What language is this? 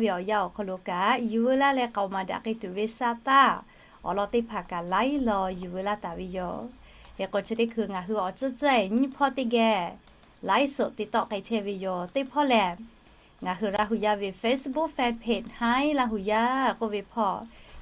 Lahu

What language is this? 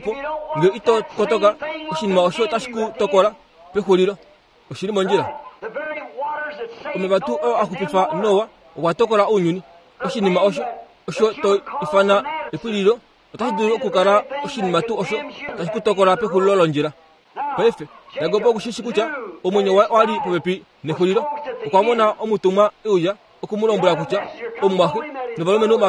Kuanyama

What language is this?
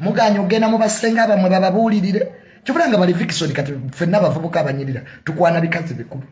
Ganda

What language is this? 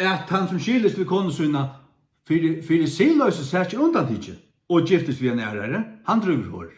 Faroese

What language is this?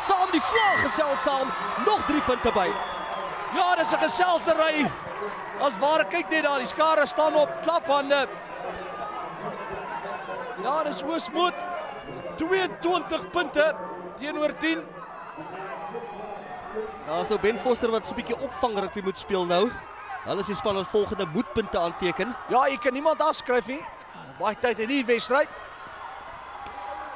Afrikaans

